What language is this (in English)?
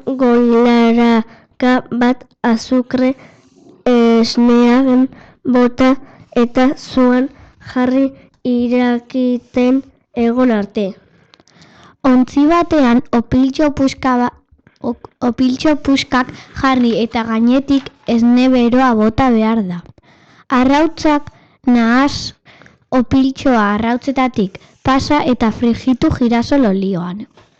Basque